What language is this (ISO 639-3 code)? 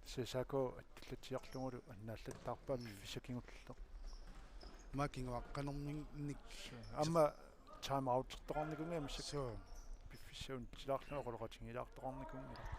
kal